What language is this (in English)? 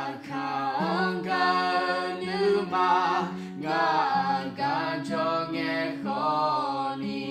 Akha